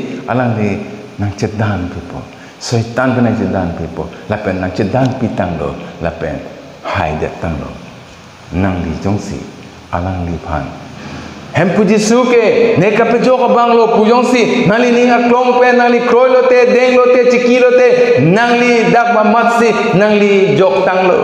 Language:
Karbi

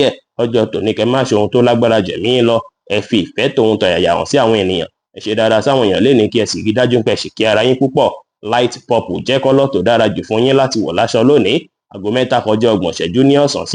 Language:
Yoruba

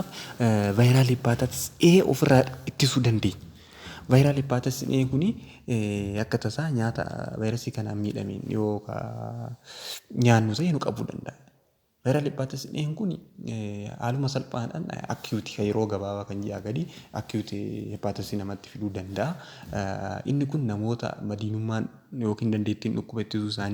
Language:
Oromo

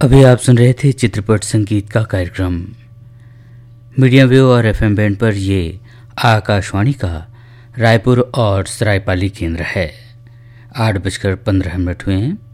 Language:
Hindi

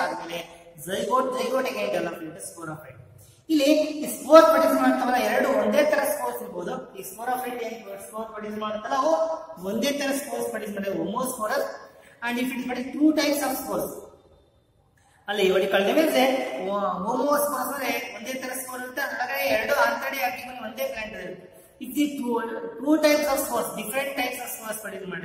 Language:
Kannada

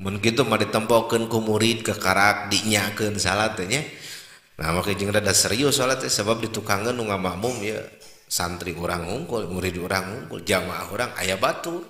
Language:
Sundanese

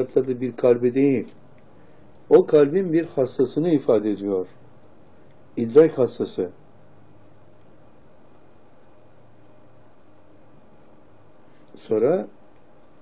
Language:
Turkish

